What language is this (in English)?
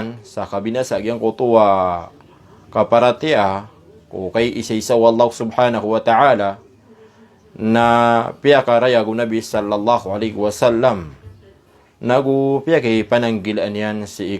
Maranao